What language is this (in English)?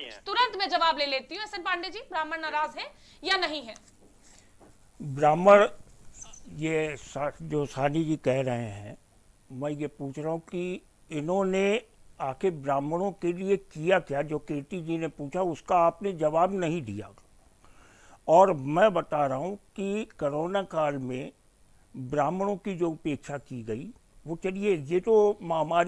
Hindi